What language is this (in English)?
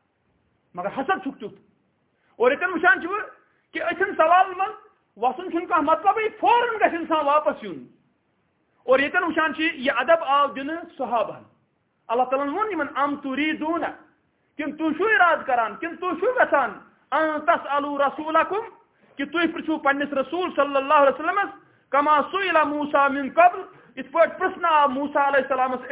Kashmiri